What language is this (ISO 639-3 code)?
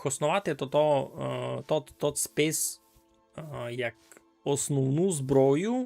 rue